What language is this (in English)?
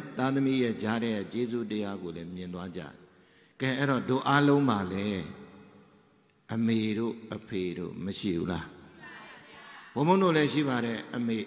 Burmese